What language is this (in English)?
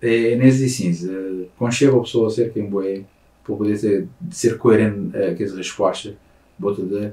Kabuverdianu